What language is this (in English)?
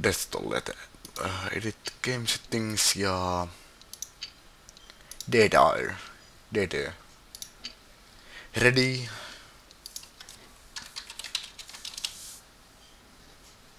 Finnish